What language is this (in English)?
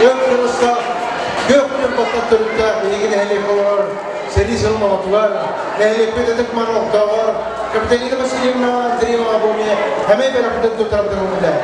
Yakut